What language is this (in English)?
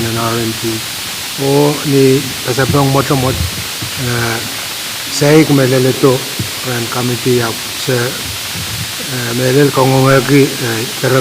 Pohnpeian